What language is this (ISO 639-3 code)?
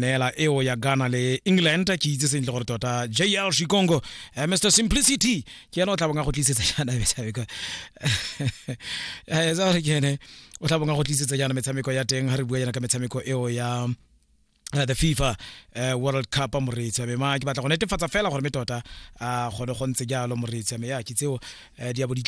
tsn